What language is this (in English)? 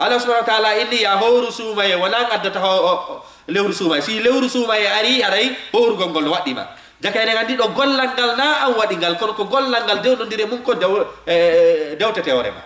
Fula